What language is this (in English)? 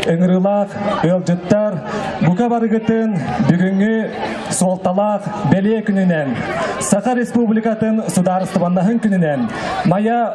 Yakut